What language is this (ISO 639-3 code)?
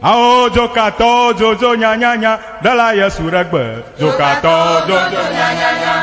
ewe